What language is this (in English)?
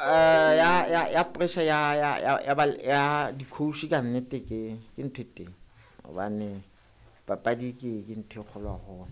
Southern Sotho